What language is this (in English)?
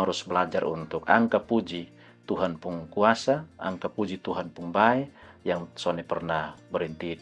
Kupang Malay